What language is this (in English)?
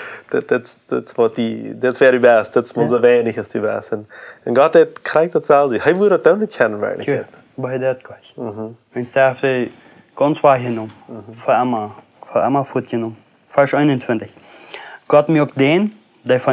Plautdietsch